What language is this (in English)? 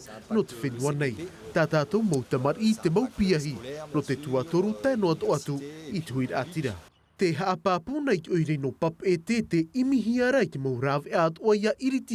Tahitian